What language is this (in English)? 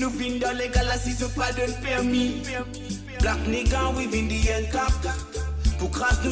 Morisyen